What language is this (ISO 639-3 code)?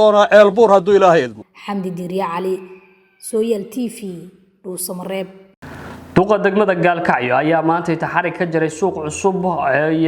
som